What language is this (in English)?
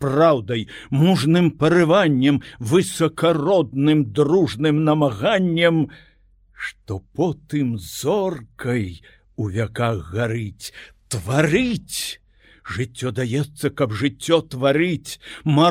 Belarusian